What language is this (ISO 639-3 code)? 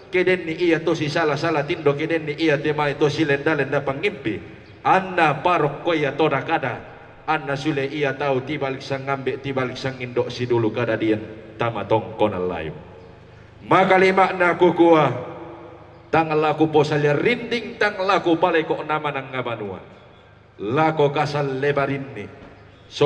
sda